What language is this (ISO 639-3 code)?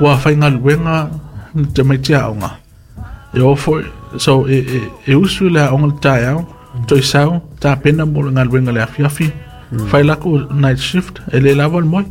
smo